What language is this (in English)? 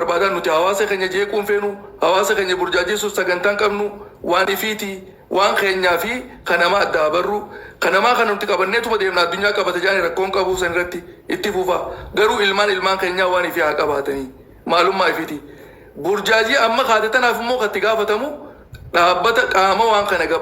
Oromo